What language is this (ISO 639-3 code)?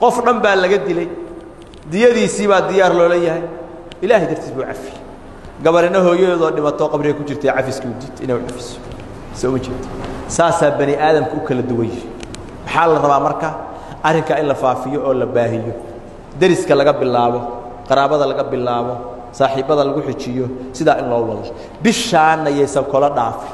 som